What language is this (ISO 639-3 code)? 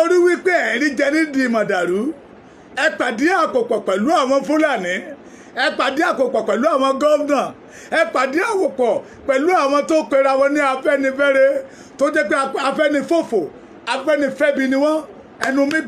yor